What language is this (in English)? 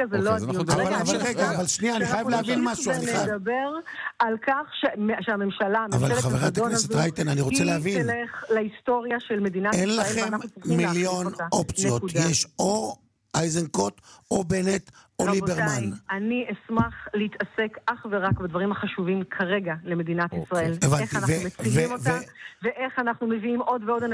Hebrew